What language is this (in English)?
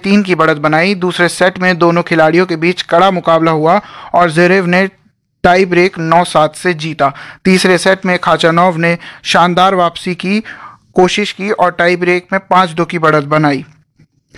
Hindi